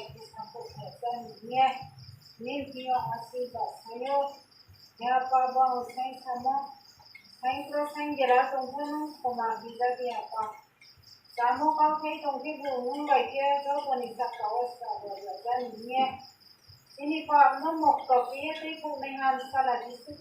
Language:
Riang (India)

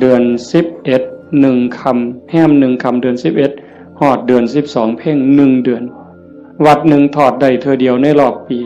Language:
Northeastern Thai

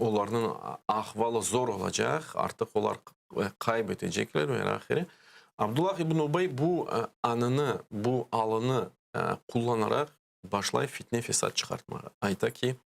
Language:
Crimean Tatar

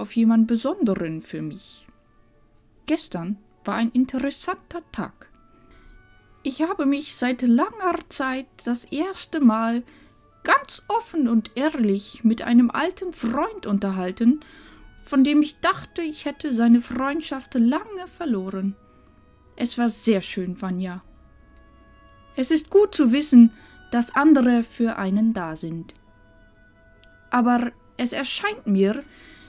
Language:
German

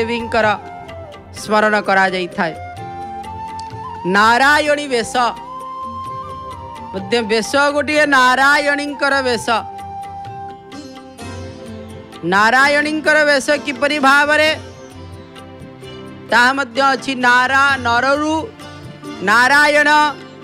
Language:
Odia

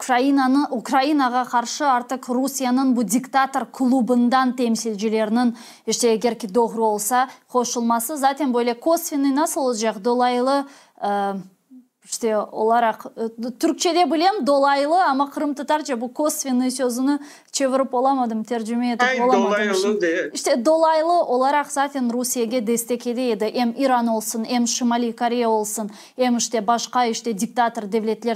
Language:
Crimean Tatar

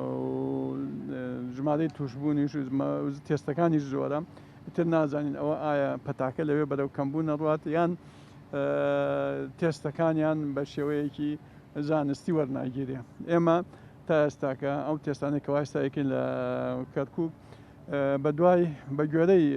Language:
Central Kurdish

